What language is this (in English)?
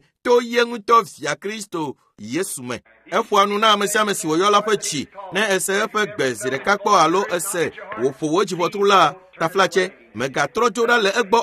Ewe